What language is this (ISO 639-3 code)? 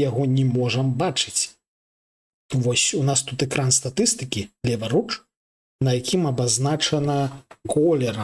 bel